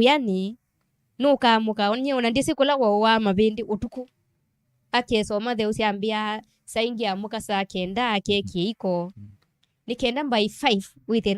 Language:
Kamba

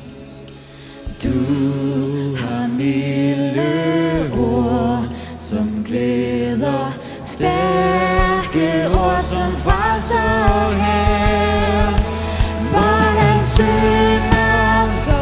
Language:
Danish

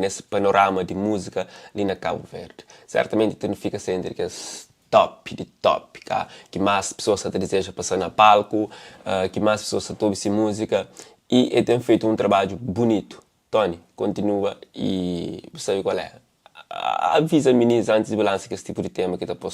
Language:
Kabuverdianu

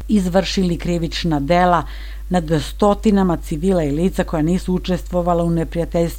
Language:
Serbian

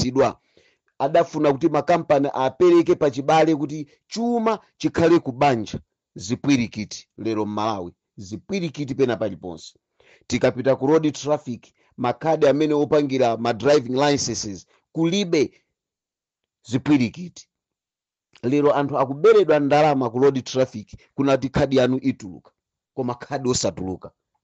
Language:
Nyanja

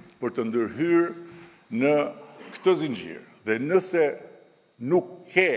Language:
Albanian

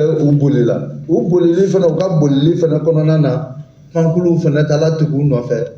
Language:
Bambara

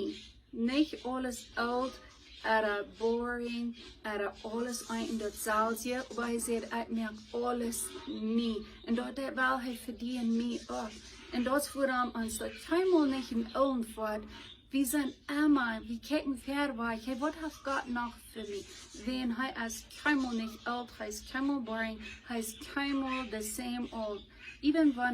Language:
Plautdietsch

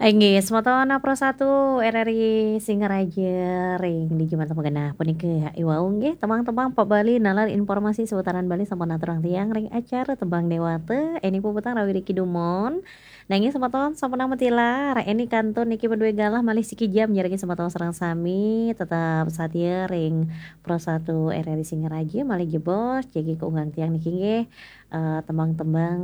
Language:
Balinese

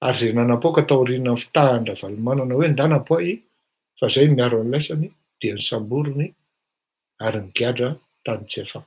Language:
Malagasy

